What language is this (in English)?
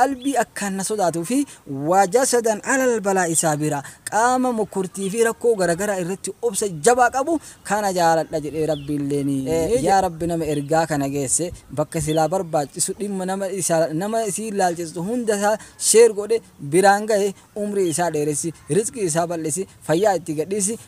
Oromo